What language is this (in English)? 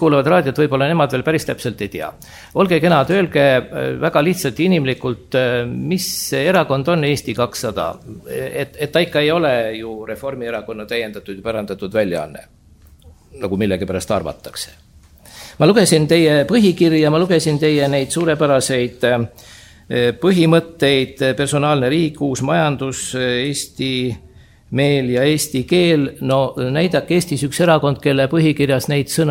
Estonian